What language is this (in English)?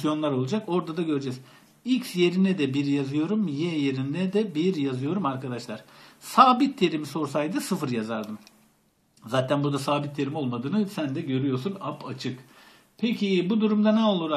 Turkish